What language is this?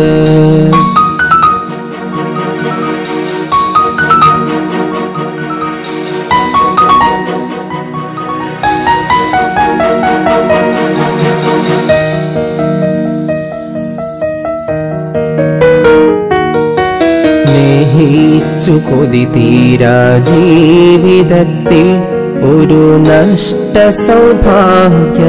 Malayalam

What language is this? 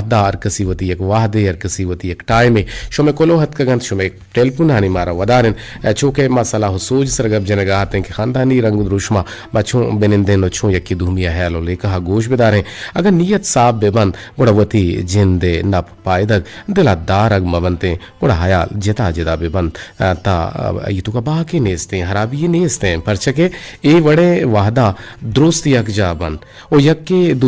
Eastern Balochi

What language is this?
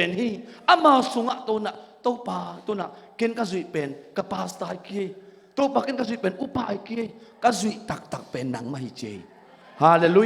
Tedim Chin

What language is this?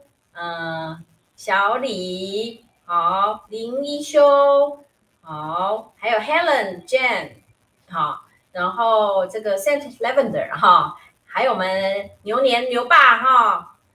Chinese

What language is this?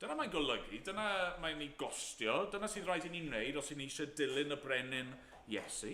Welsh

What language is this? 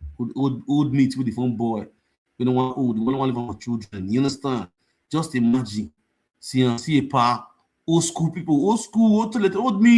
Nigerian Pidgin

